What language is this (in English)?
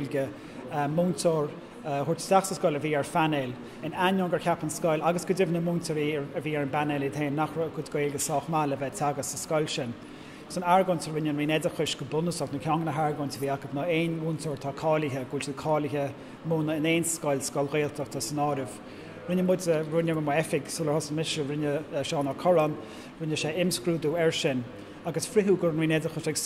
Irish